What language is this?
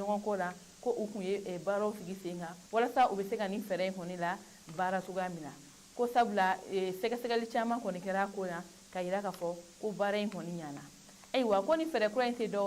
Bambara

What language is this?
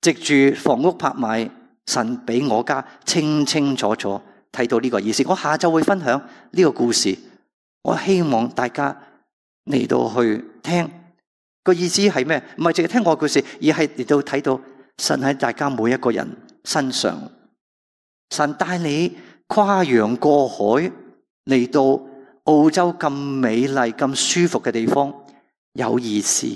Cantonese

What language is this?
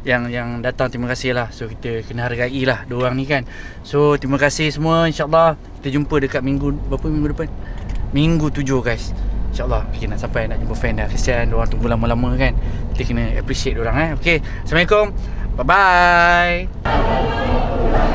Malay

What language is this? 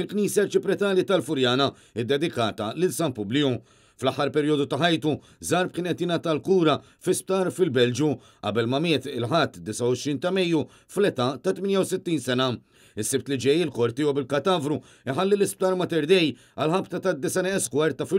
Maltese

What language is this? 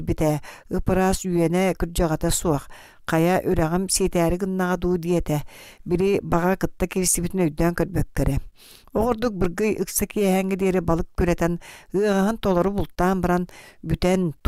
Yakut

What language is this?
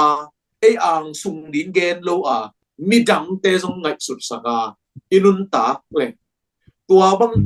Tedim Chin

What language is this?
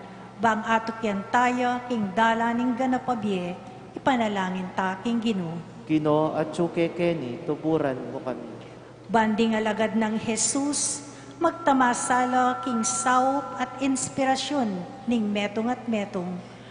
Pampanga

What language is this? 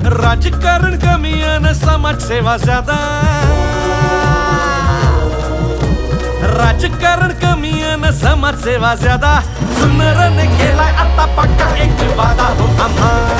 Marathi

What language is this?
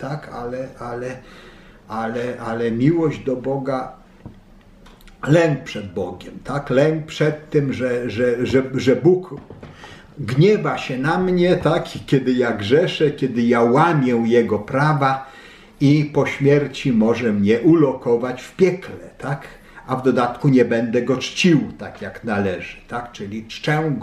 Polish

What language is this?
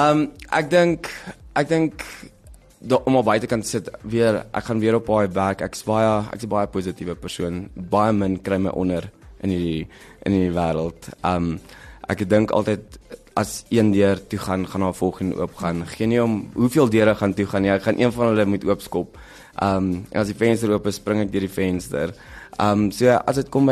Afrikaans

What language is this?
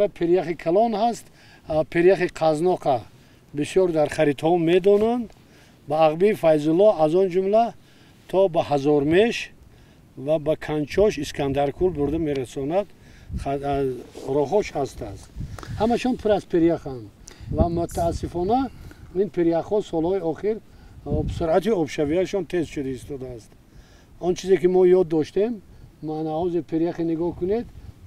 Tajik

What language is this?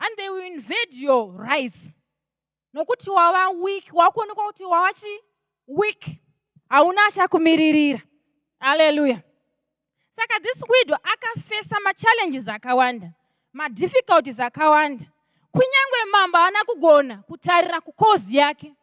Shona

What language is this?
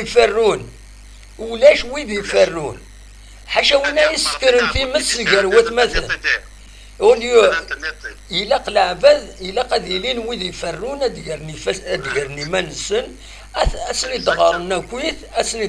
Kabyle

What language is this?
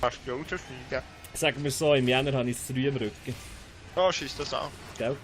Swiss German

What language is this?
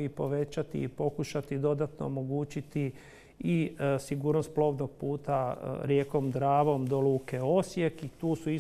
Croatian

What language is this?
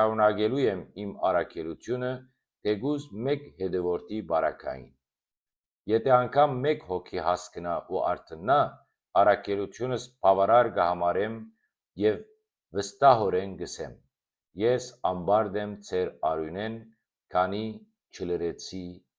Western Armenian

